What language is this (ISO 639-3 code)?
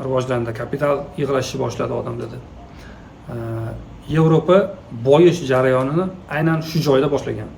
uzb